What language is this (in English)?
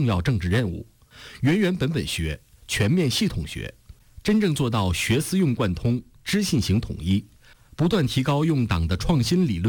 Chinese